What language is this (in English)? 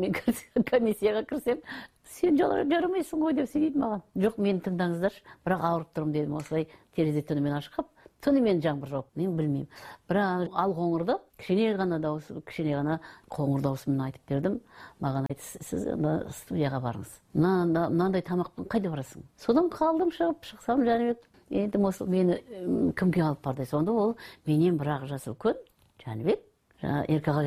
Kazakh